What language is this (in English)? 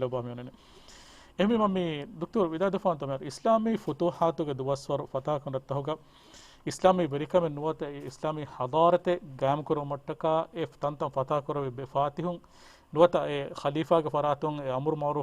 Divehi